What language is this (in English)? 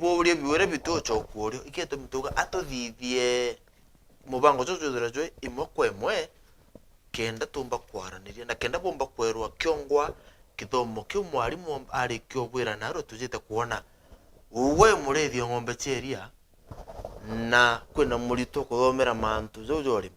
Meru